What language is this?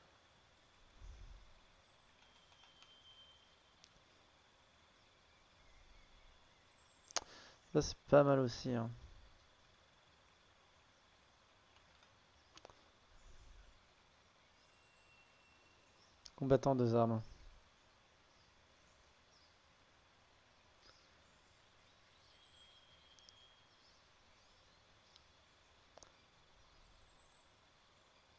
French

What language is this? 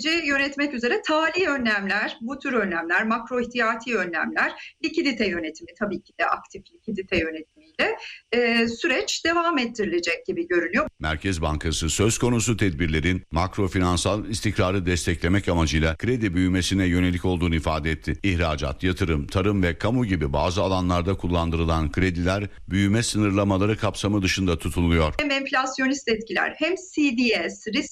Turkish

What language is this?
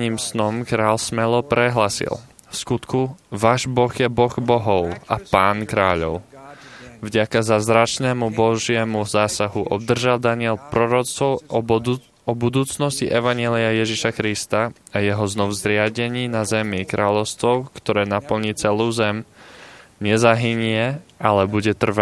Slovak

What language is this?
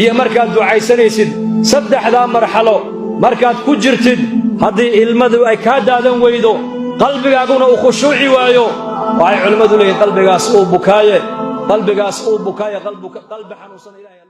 Somali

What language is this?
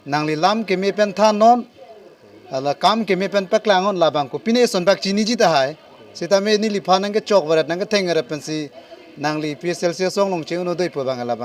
Karbi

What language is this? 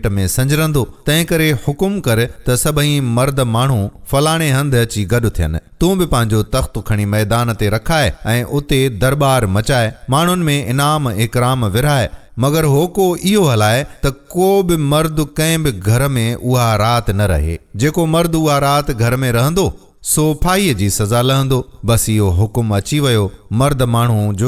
Sindhi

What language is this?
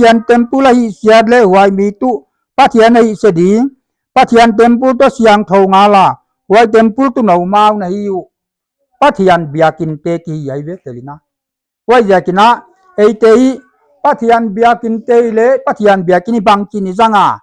Paite Chin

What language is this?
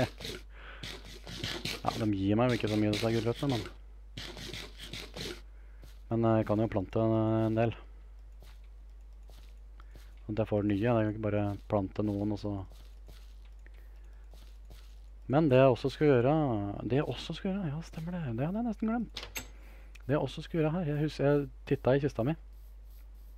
Norwegian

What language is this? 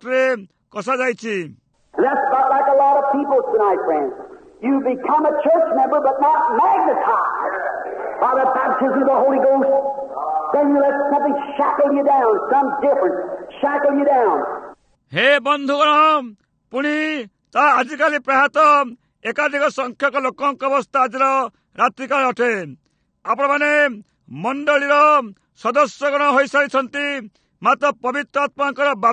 Odia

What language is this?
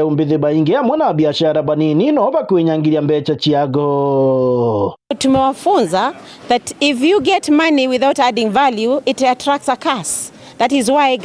Meru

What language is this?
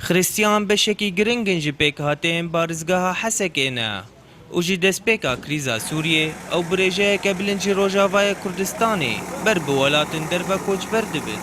Kurdish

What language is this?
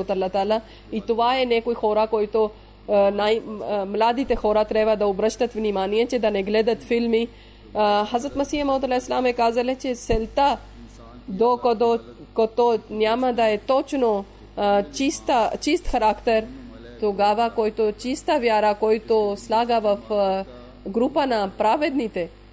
Bulgarian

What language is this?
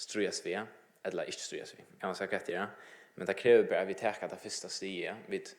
Faroese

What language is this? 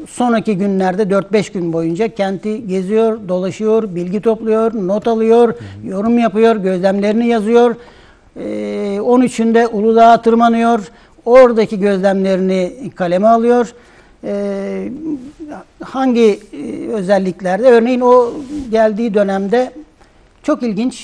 Turkish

